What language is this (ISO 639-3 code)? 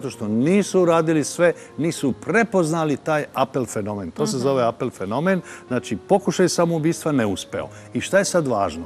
srp